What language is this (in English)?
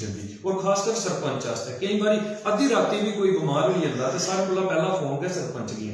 Dogri